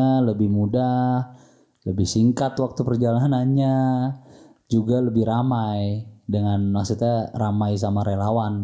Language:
Indonesian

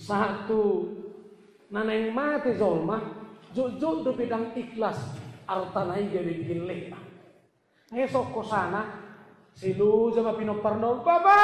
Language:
Batak Toba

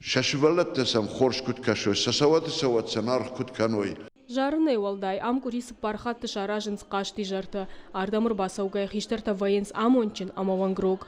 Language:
Ossetic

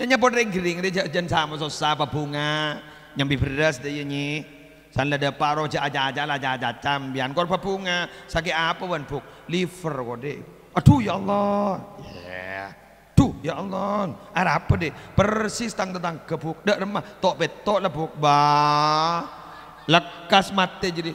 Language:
Madurese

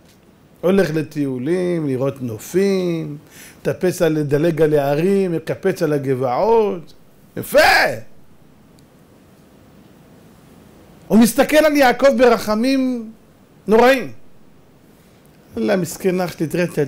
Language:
Hebrew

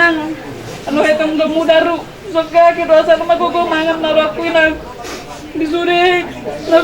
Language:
Batak Toba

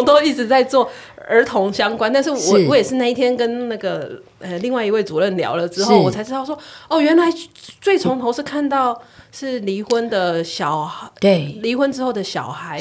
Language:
Chinese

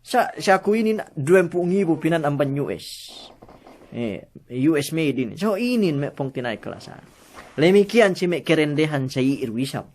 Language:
Yakan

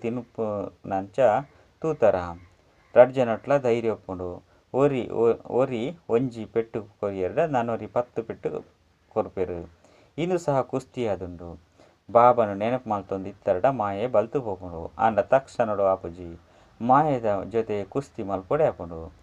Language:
Tulu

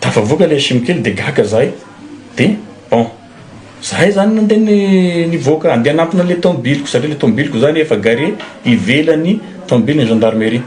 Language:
Malagasy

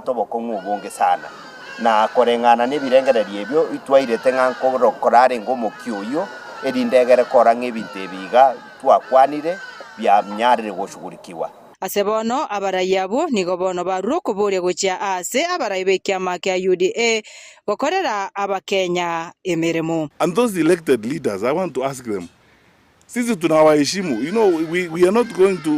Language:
Gusii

